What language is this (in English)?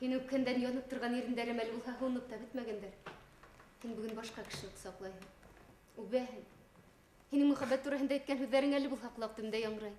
Bashkir